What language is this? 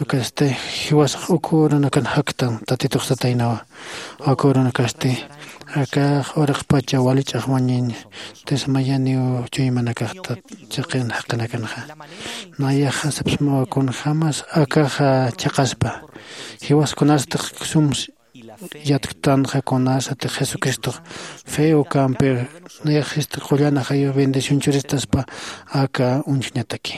Aymara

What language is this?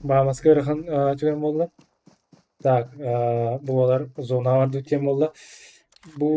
Yakut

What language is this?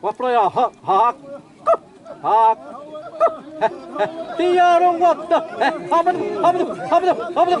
Xavánte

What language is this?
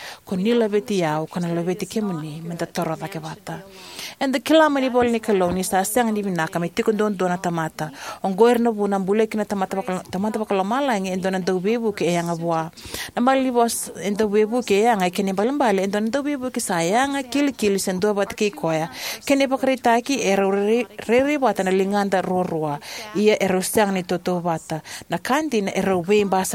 Fijian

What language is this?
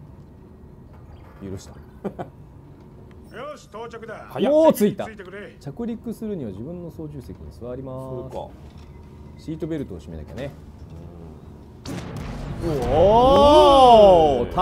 Japanese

